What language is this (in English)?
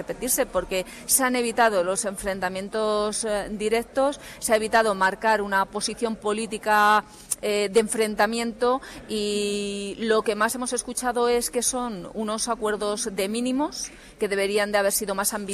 Spanish